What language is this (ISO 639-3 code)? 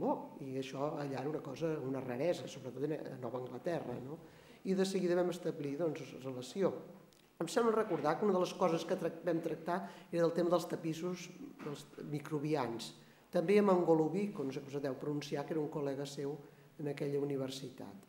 cat